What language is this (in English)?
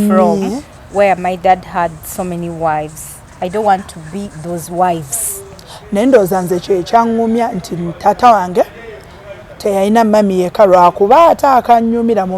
Ganda